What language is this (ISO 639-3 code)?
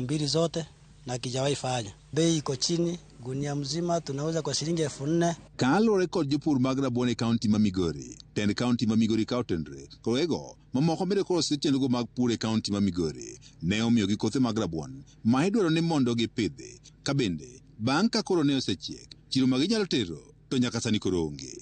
luo